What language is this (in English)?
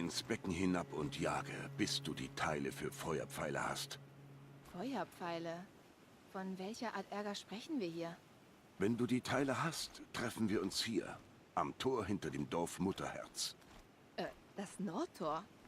Swiss German